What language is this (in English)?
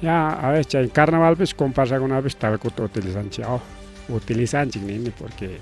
Ayacucho Quechua